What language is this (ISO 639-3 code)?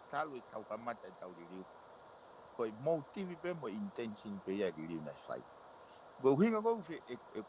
ton